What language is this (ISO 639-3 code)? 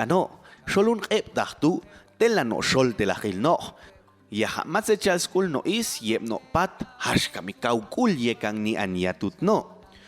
jac